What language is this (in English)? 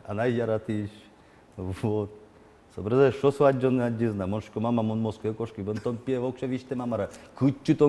Udmurt